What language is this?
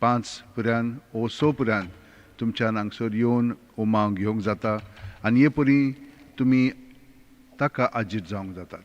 Konkani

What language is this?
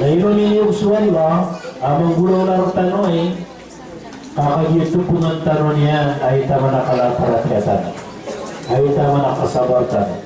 Maranao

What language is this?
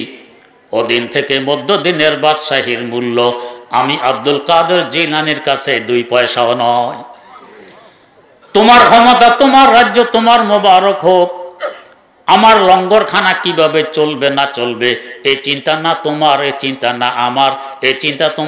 Bangla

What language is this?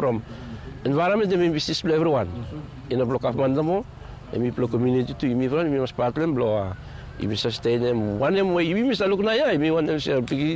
Bislama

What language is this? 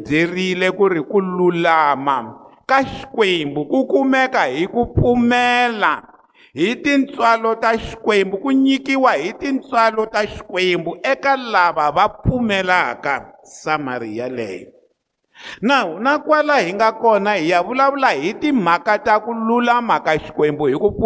Tsonga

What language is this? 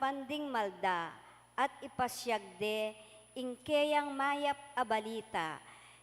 Pampanga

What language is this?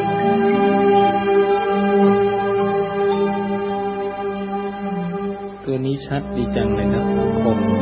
Thai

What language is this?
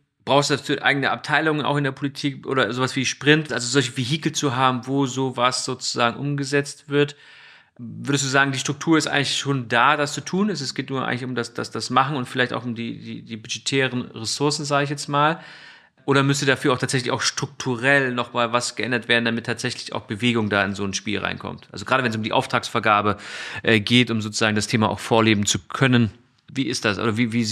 German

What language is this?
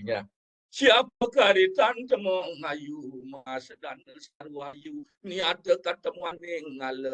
Balinese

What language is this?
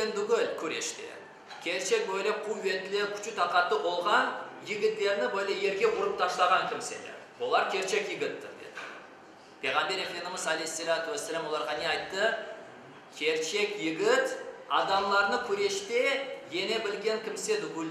Crimean Tatar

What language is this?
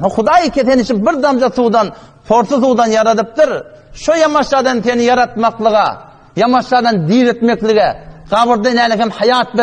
Turkmen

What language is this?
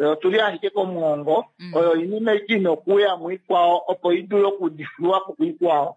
Kuanyama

